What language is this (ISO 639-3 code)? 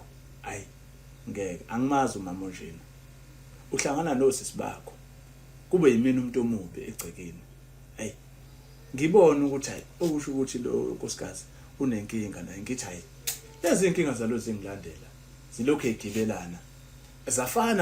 zul